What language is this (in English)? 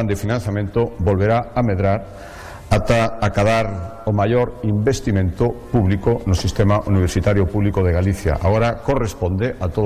Galician